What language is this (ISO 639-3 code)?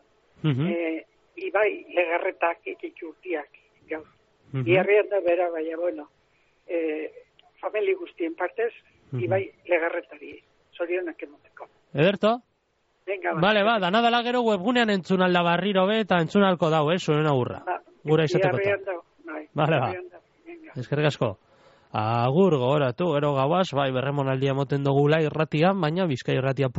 eus